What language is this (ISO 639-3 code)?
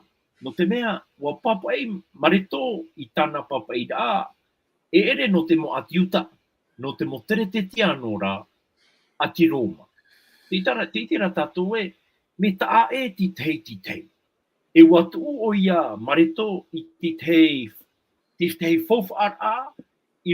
tah